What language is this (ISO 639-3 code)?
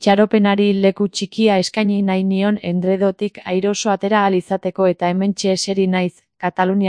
eus